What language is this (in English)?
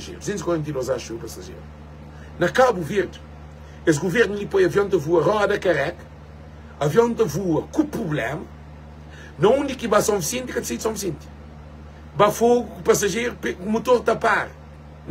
Kabuverdianu